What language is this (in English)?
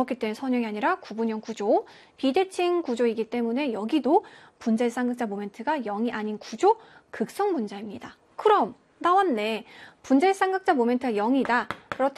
Korean